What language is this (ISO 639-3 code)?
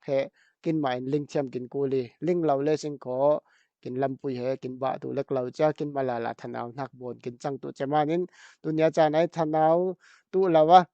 cfm